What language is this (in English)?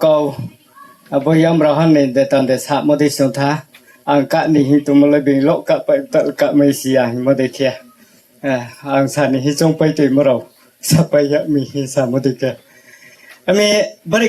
Riang (India)